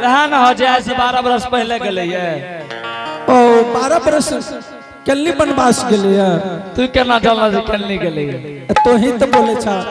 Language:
Angika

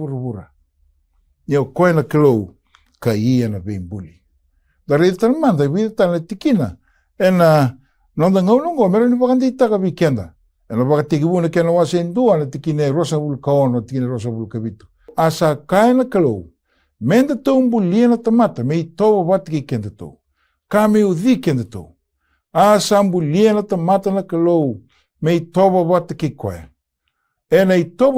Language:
Fijian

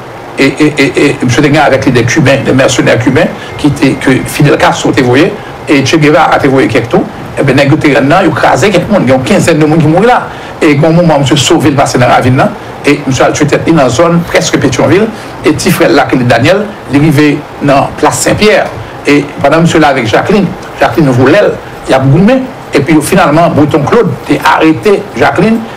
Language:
French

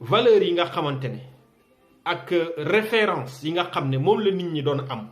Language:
Wolof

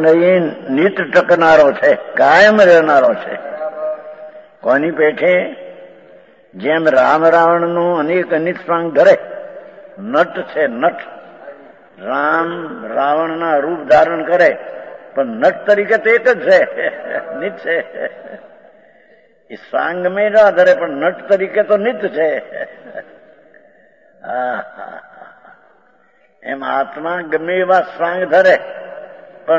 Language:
Gujarati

